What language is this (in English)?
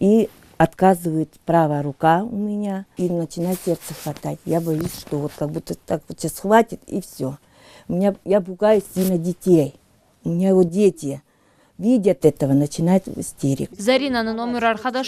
Crimean Tatar